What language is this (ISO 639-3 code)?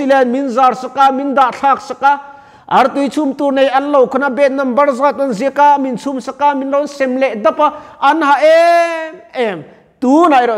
lus